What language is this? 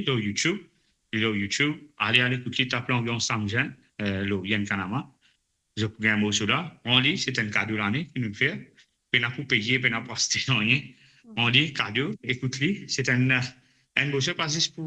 Morisyen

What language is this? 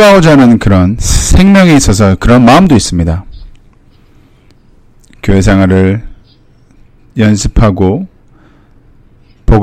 Korean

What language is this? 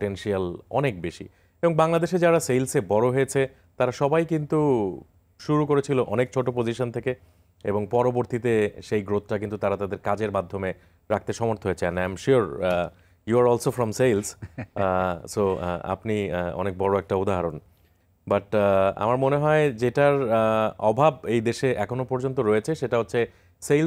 Bangla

